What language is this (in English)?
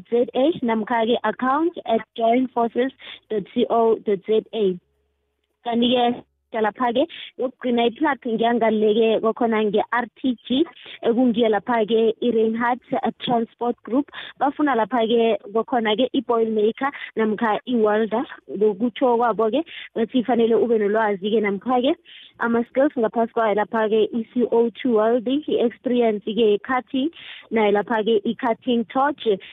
South Ndebele